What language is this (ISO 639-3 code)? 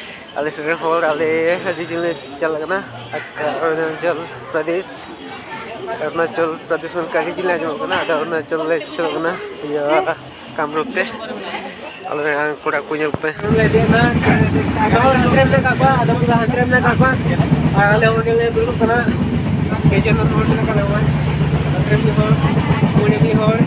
sat